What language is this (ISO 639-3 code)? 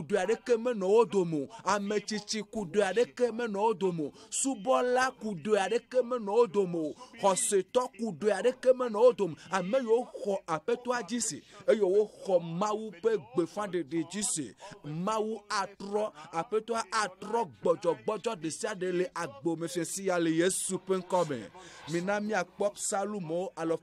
ewe